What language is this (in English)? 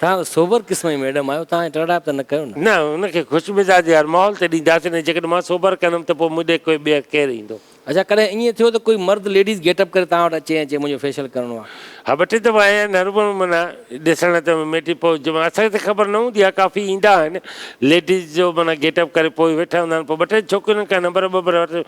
Sindhi